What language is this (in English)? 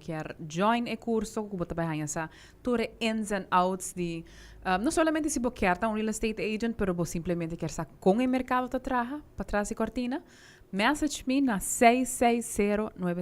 Papiamento